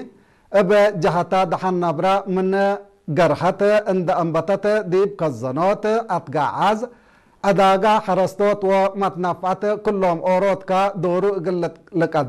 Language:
Tigre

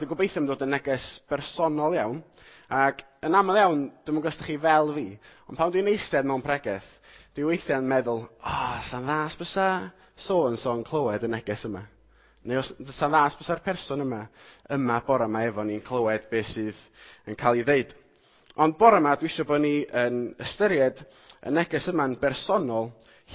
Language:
Welsh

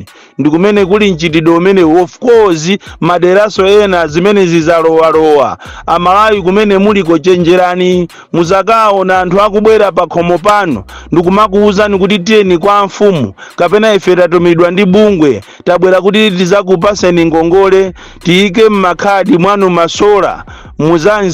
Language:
Nyanja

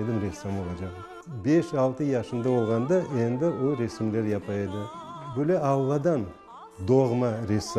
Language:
Crimean Tatar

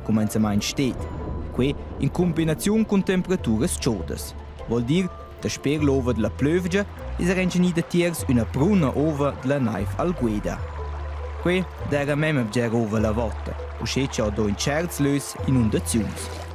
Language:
Romansh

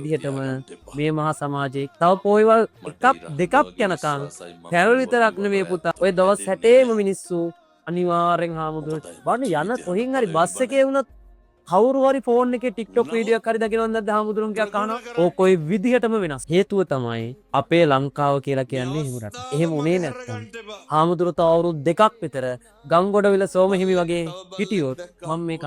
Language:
Sinhala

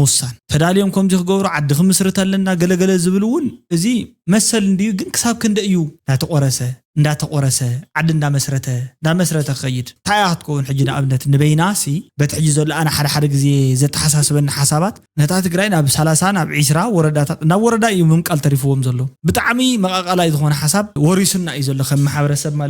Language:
Tigrinya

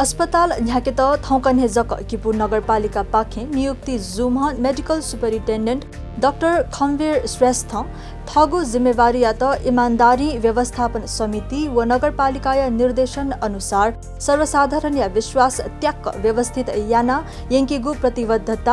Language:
Newari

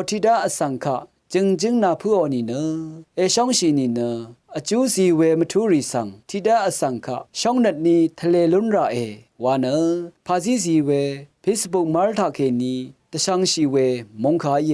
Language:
Rawang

